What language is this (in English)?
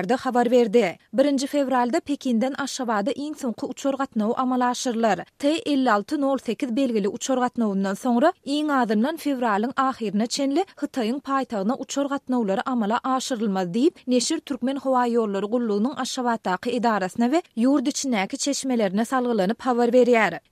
Turkmen